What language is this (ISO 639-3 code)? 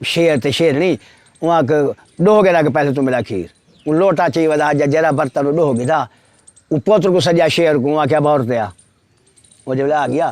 skr